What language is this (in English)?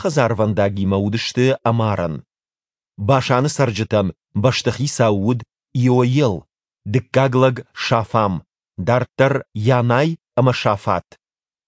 Ossetic